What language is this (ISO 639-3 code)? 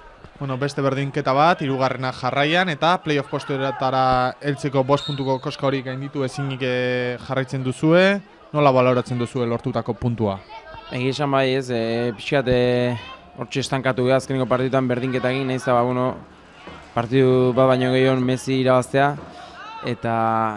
eus